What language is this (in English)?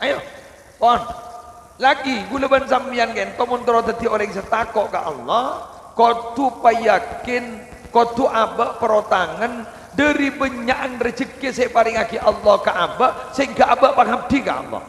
Madurese